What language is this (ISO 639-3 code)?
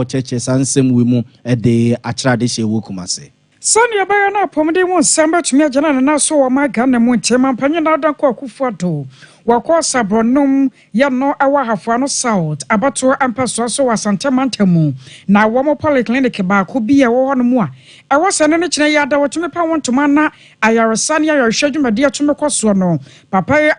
aka